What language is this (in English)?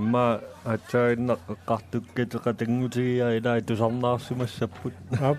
Kalaallisut